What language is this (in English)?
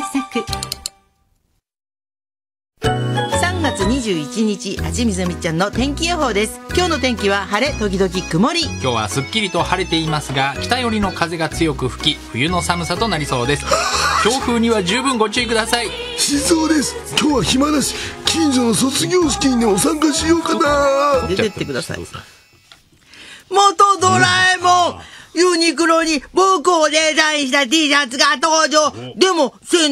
Japanese